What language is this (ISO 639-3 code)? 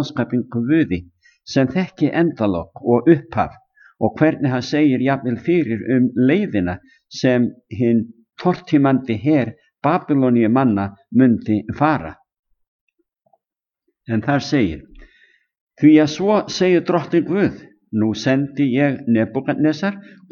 isl